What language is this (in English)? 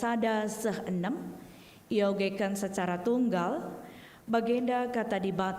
Batak Karo